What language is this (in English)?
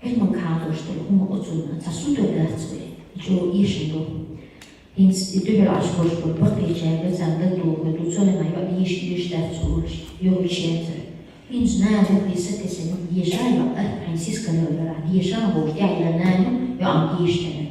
Chechen